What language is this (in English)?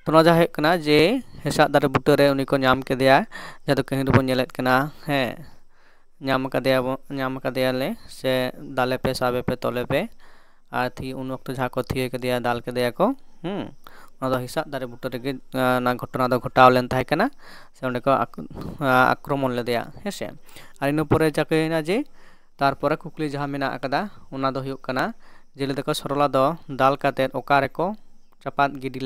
Santali